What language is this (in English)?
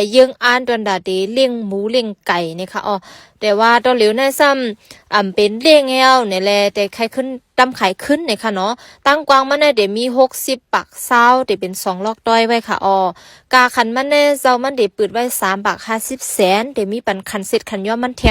Shan